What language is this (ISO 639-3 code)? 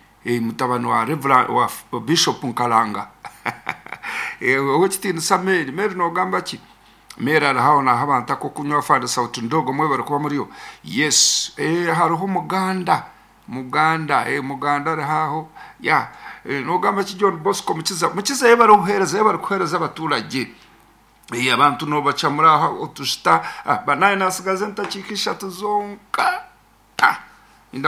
nyo